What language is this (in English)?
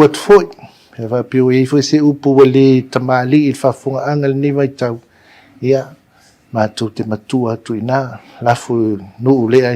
Samoan